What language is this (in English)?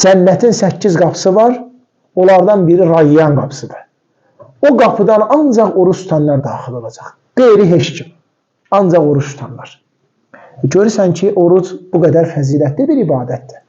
Azerbaijani